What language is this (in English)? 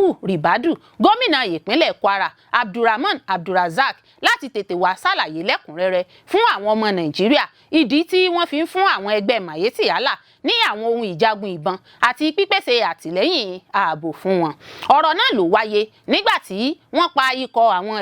Yoruba